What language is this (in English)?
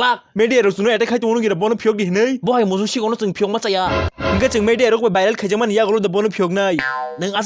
Kok Borok